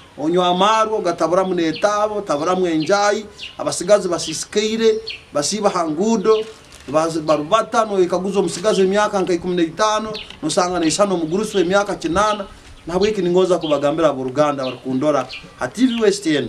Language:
Nyankole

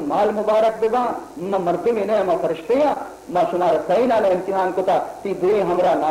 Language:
Baluchi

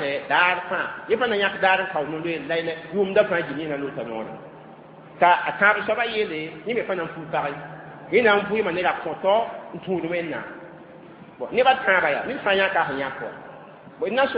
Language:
Mossi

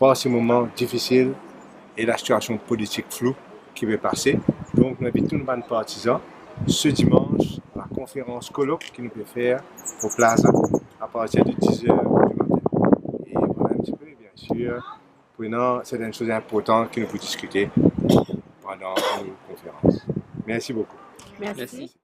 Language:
Morisyen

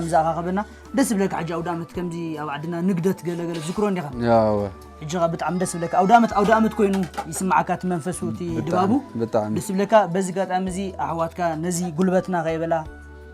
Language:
Tigrinya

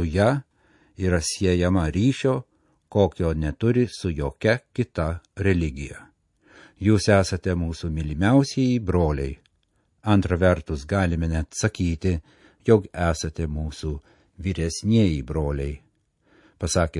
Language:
Lithuanian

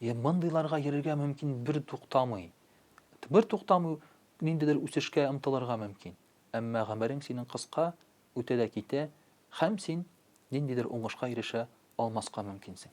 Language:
Tatar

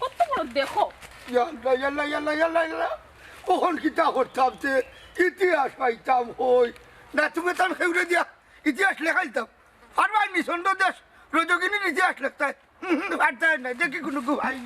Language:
Sylheti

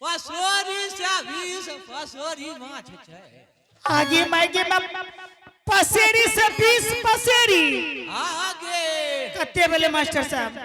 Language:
Angika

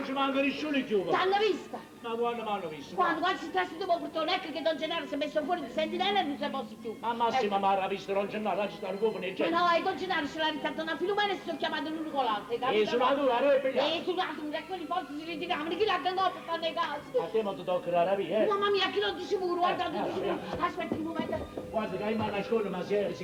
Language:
Neapolitan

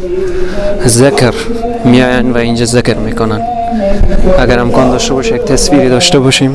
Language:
Persian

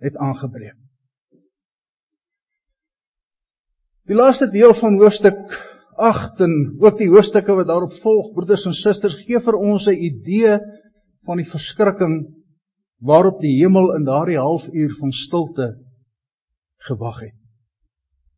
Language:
Afrikaans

